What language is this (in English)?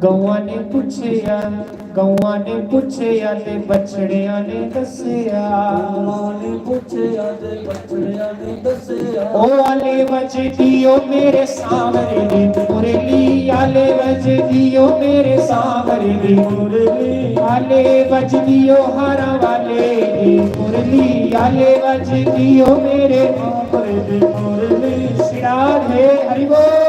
Dogri